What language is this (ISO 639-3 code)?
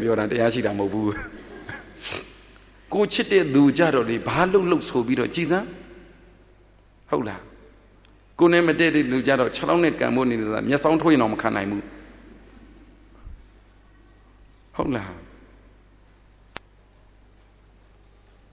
mya